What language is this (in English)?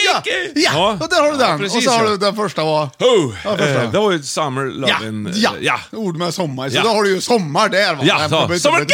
Swedish